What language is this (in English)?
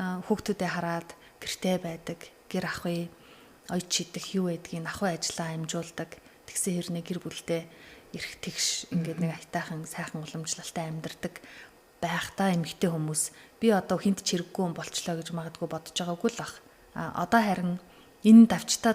Mongolian